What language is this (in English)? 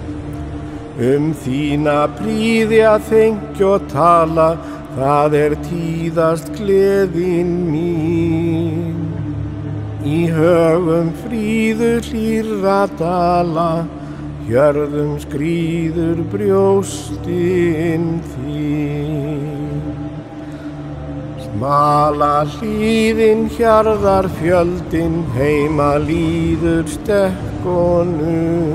Icelandic